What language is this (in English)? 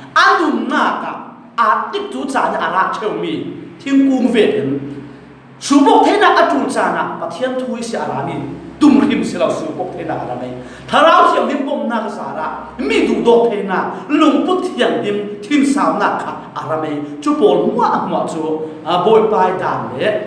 Falam Chin